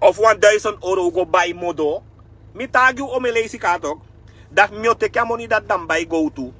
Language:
Sranan Tongo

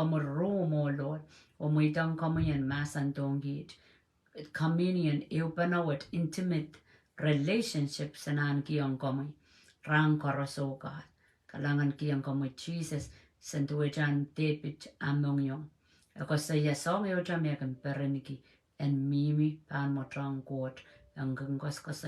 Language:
Pohnpeian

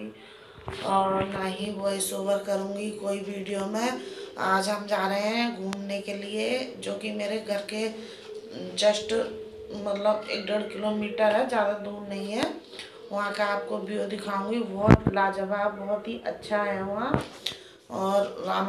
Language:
Hindi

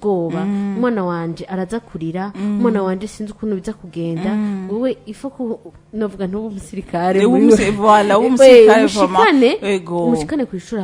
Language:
Rundi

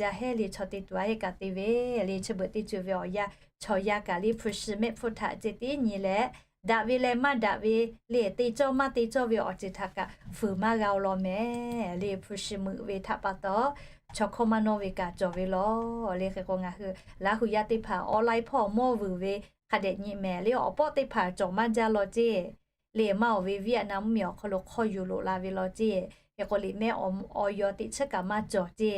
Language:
Lahu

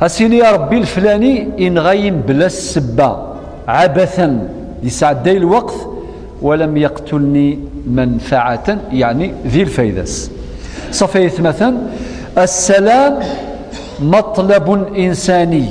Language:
Kabyle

